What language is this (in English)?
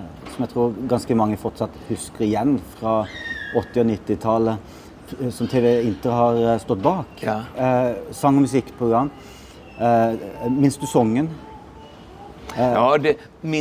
Swedish